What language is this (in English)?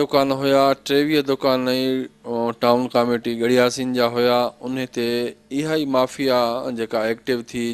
Sindhi